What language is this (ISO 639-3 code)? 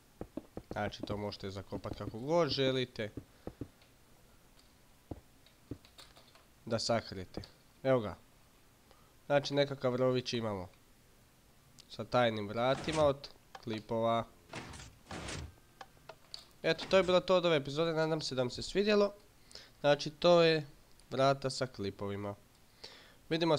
hrv